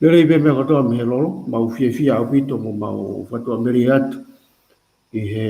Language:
Tongan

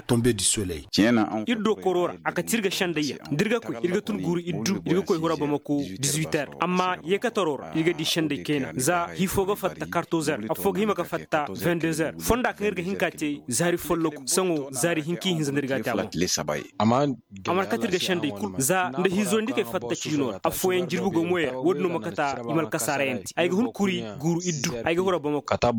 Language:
Koyraboro Senni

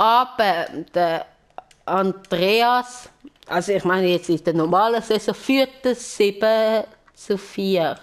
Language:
Swiss German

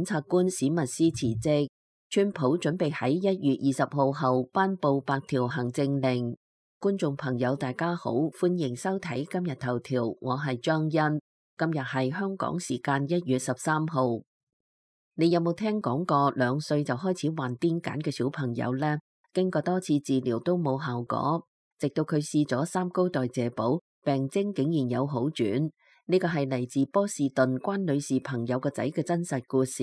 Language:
Cantonese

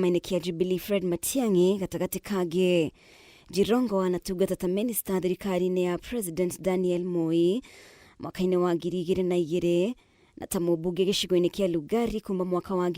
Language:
Kikuyu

